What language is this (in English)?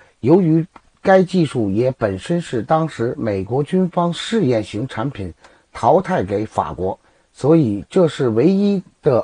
Chinese